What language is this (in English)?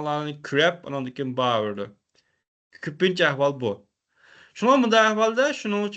Uyghur